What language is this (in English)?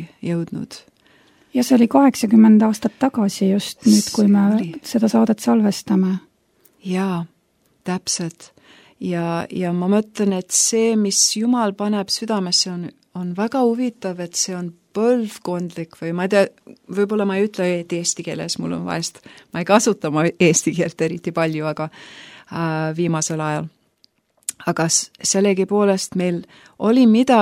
Estonian